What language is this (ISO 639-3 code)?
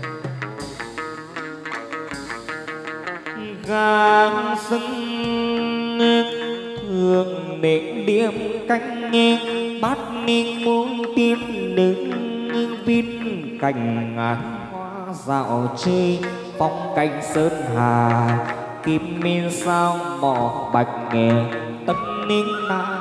vie